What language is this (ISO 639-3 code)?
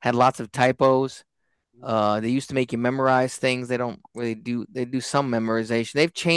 eng